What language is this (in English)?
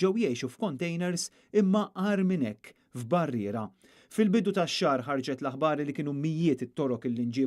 Maltese